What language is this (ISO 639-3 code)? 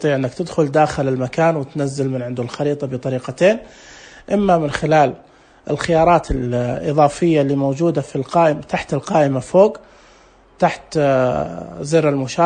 ars